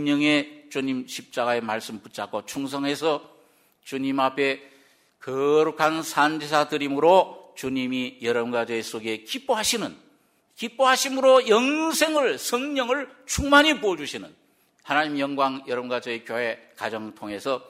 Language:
Korean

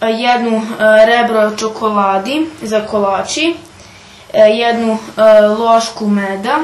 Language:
Rusyn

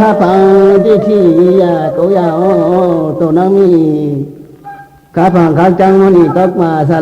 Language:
Riang (India)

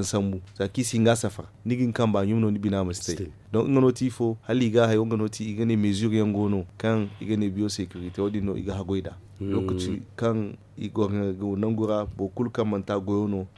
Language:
Zarma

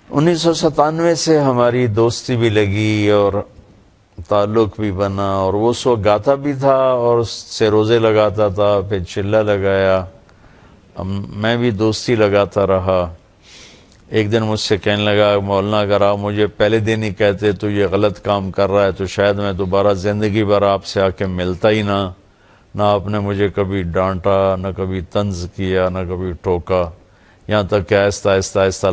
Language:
Urdu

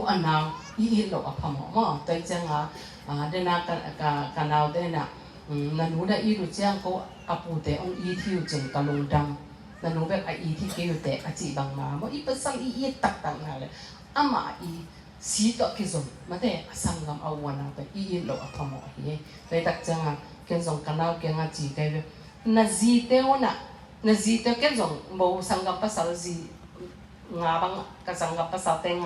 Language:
Tedim Chin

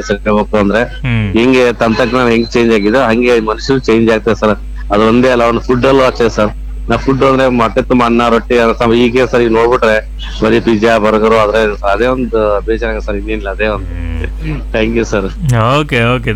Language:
Kannada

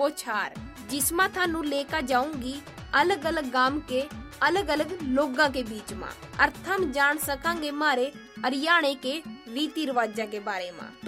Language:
Hindi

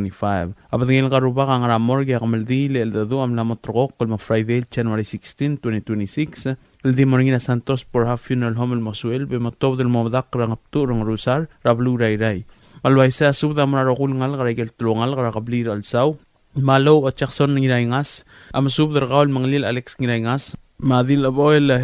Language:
Palauan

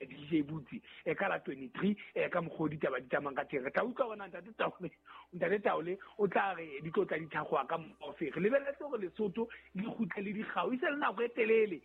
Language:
Southern Sotho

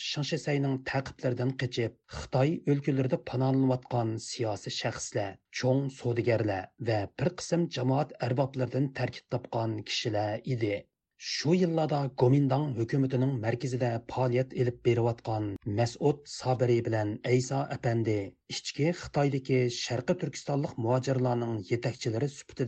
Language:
Uyghur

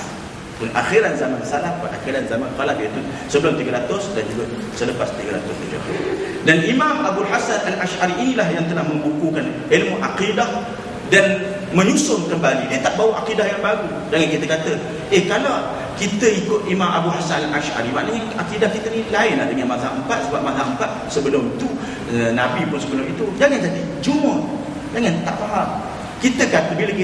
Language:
Malay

